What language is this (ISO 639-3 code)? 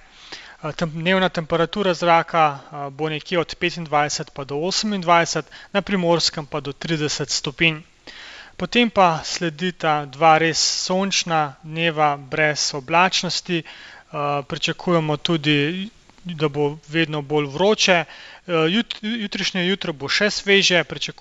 slv